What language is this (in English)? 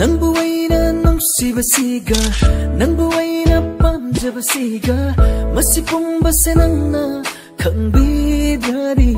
Manipuri